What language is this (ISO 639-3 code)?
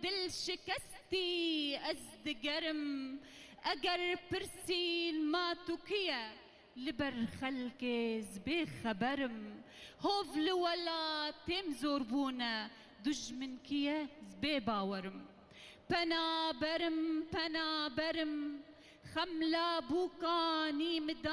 kur